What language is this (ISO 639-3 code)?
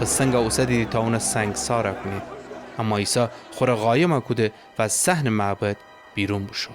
glk